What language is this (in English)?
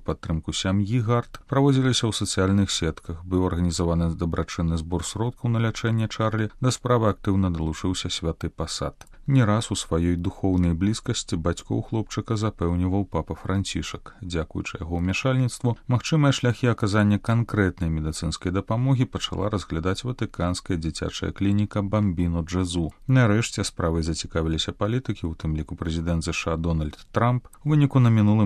Belarusian